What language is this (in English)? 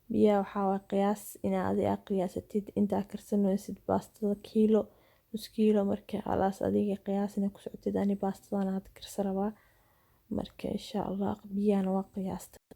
Somali